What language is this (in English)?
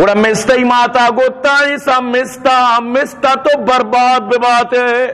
Eastern Balochi